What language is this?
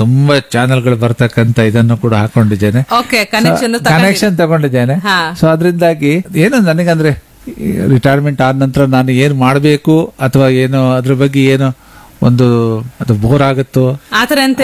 Kannada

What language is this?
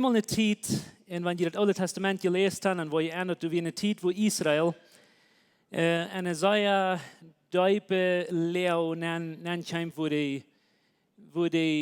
Plautdietsch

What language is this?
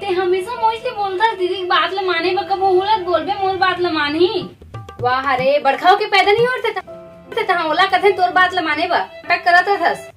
Chhattisgarhi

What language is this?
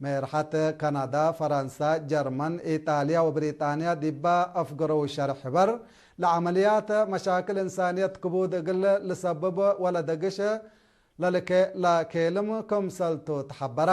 Tigre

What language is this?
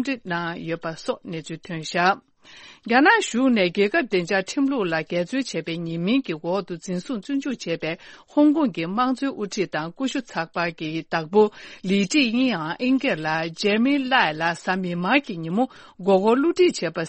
Tibetan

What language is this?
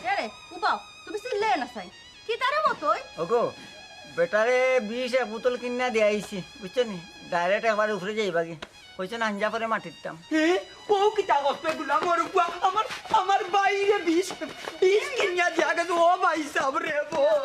Sylheti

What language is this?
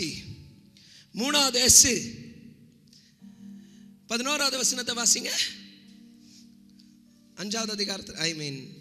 Tamil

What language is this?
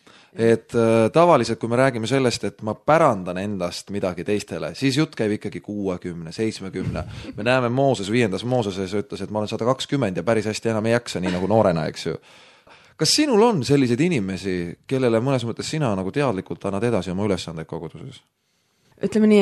Estonian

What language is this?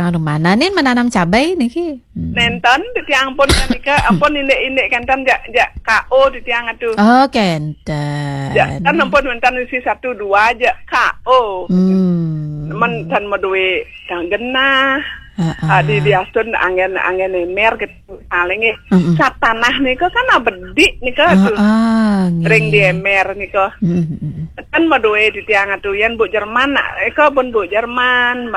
Balinese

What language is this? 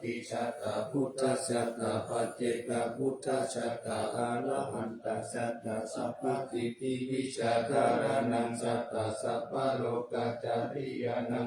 Pali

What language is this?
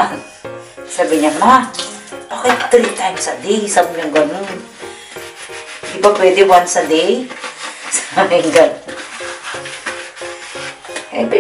Filipino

